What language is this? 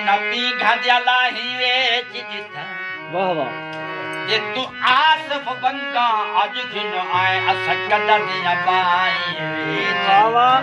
Saraiki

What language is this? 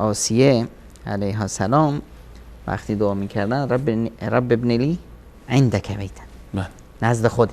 Persian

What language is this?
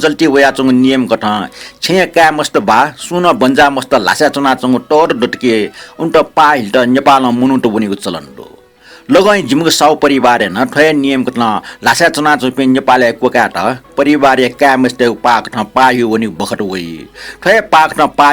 Newari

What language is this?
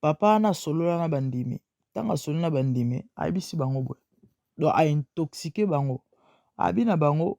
Lingala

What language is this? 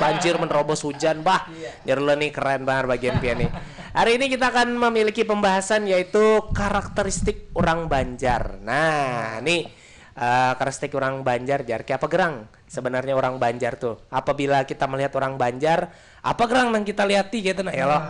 Banjar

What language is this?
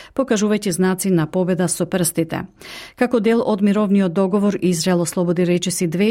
Macedonian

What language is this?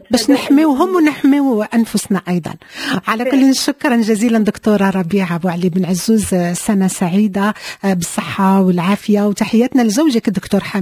Moroccan Arabic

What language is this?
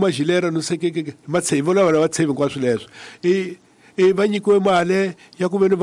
Tsonga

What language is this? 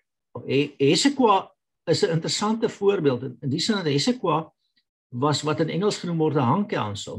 Afrikaans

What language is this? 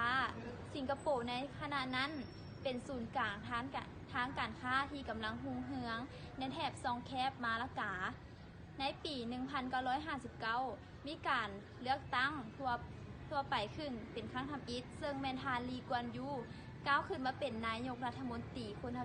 Lao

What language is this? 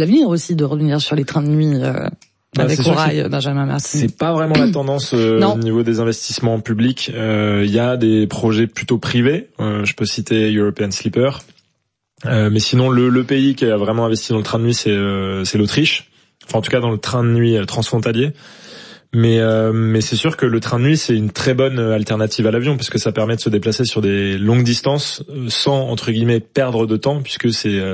French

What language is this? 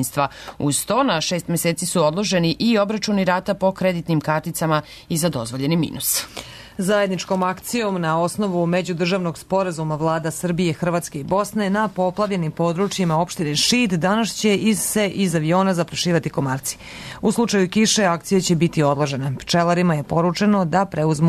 Serbian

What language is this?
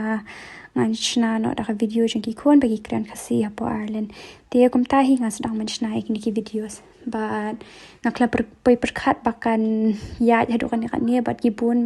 Khasi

